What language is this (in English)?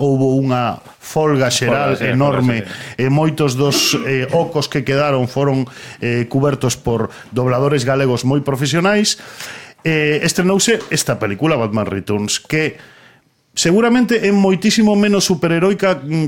Galician